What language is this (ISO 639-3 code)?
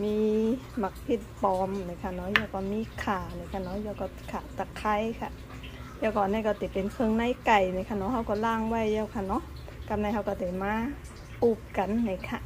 shn